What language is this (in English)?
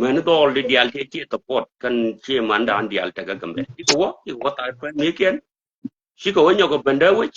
Nuer